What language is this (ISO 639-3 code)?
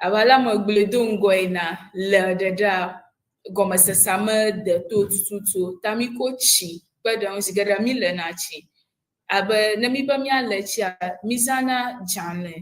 ewe